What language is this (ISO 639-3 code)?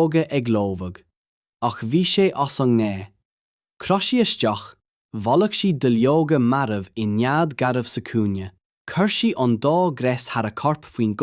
gle